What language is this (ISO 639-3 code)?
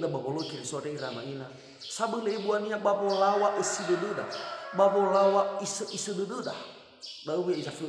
nia